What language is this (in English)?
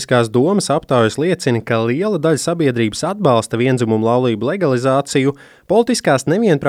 Latvian